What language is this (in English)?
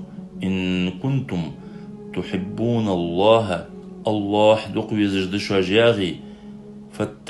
Ingush